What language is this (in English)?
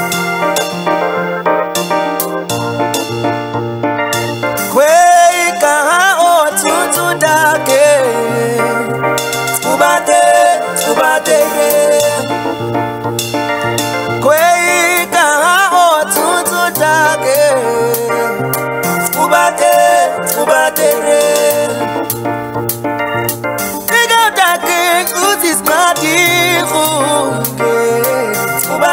Swahili